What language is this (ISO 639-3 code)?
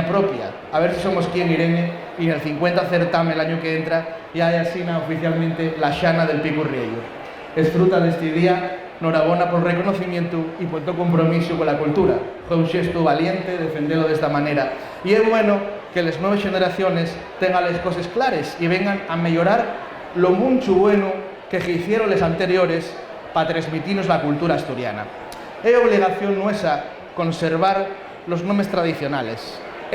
ast